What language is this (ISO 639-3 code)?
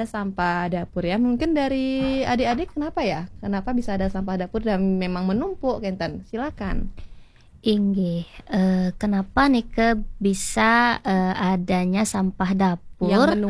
ban